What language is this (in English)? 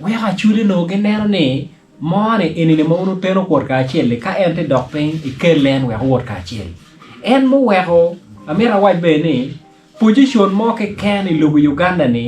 Acoli